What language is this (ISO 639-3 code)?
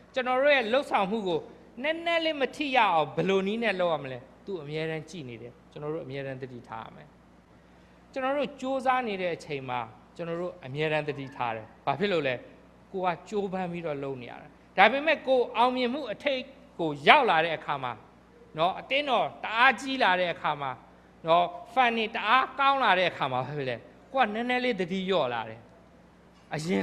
mya